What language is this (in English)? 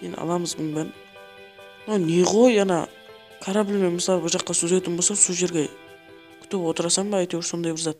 Kara-Kalpak